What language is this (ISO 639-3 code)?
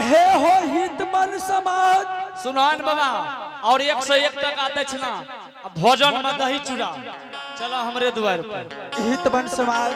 anp